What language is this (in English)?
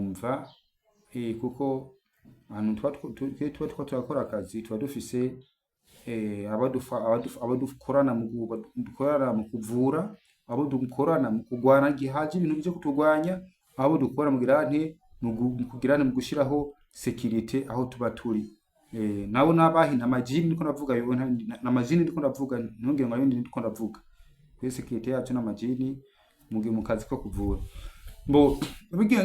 Rundi